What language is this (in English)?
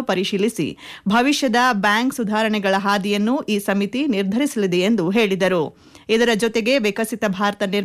Kannada